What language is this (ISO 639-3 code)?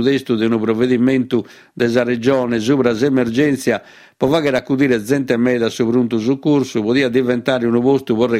srd